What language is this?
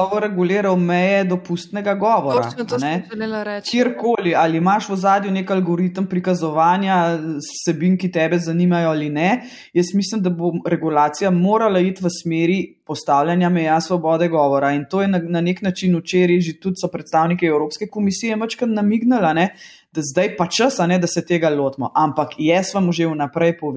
Slovenian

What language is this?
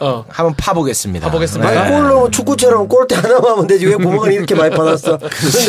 Korean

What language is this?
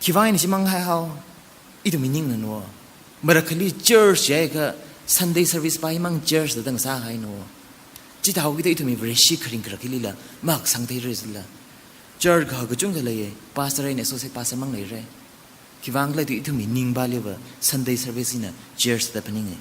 Tangkhul Naga (India)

